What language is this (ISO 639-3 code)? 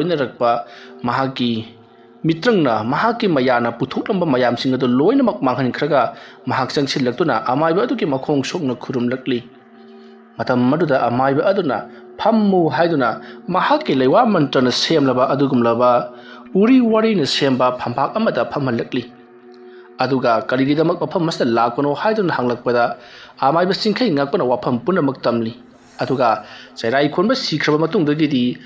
mni